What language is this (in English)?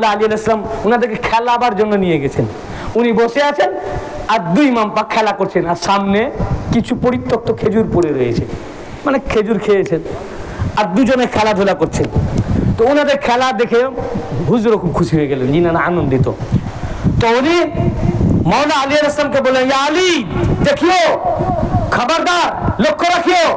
Bangla